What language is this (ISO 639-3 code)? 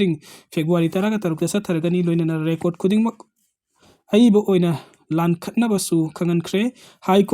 mni